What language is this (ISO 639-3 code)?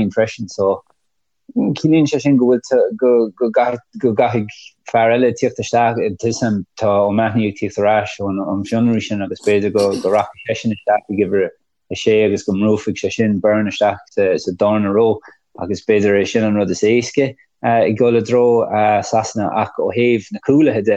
gle